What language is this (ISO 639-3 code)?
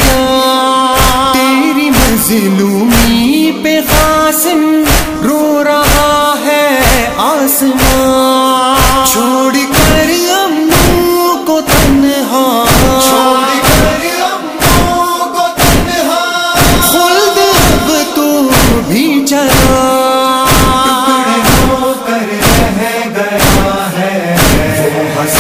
urd